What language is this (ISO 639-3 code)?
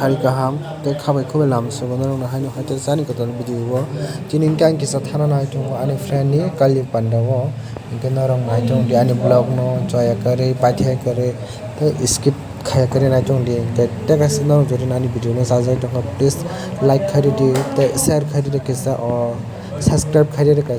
trp